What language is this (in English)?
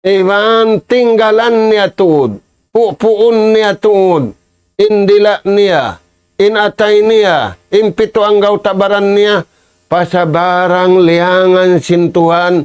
Tausug